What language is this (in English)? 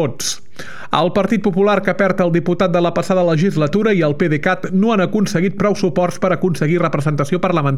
Catalan